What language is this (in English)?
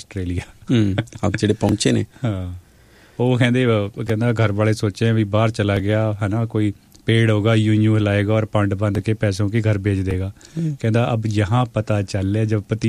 Punjabi